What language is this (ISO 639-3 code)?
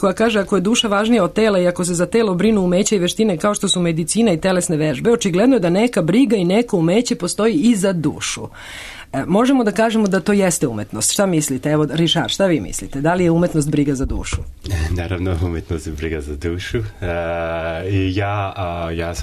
srp